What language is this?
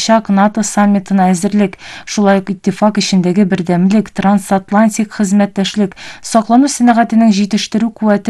Tatar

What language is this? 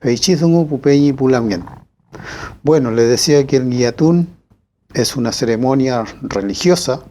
Mapuche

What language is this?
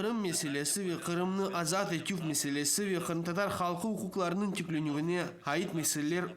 Crimean Tatar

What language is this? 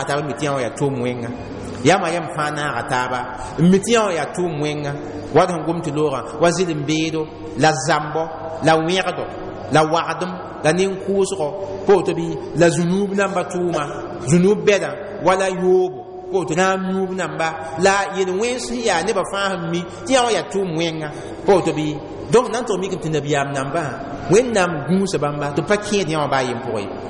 Mossi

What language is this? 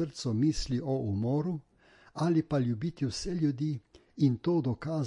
Slovenian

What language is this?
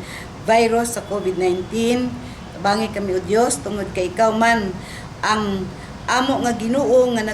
Cebuano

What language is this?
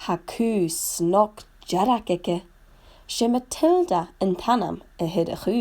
Scottish Gaelic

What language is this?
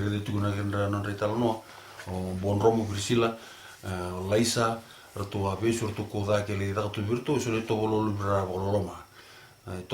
Fijian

